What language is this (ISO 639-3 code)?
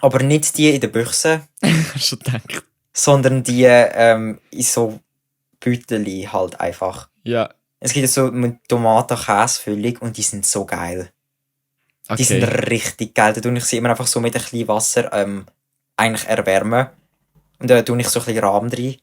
gsw